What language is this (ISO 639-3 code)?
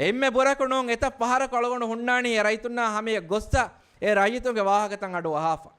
div